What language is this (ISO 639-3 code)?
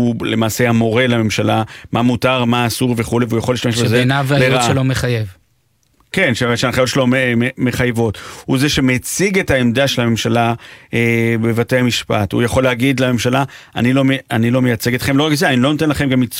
heb